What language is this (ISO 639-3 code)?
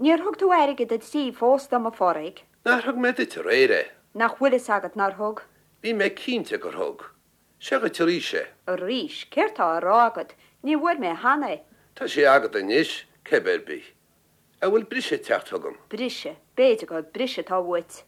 gle